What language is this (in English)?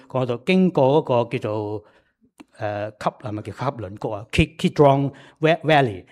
Cantonese